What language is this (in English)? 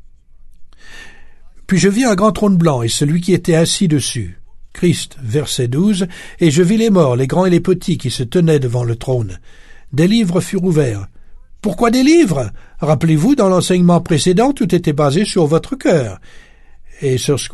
French